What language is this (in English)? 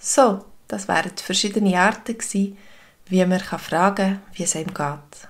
Swiss German